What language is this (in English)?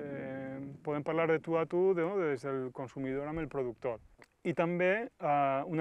Catalan